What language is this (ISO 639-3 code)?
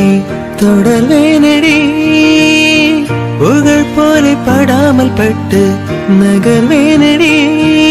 tam